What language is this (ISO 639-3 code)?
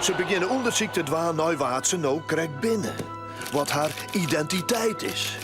fry